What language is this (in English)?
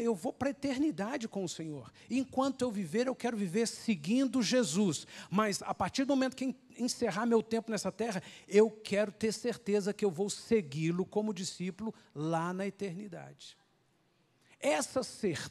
Portuguese